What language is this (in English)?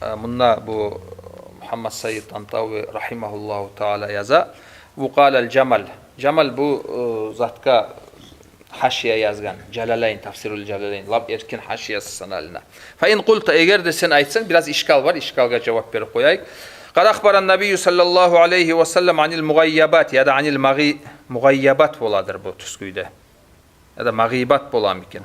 Kumyk